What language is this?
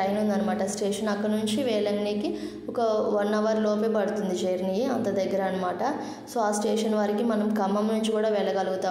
Telugu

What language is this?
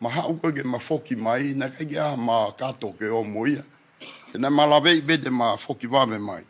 Tongan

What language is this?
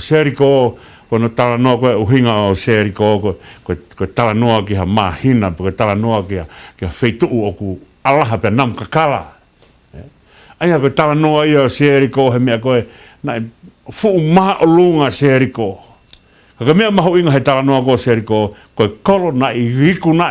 Tongan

